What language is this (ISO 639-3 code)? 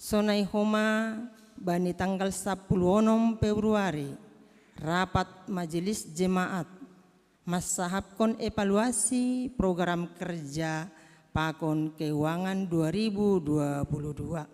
bts